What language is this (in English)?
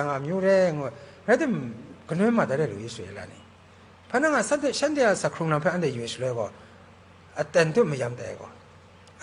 Kachin